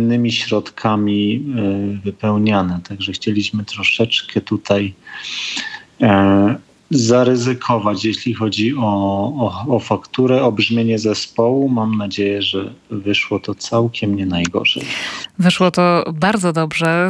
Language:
Polish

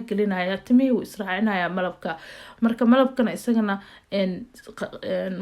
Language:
Somali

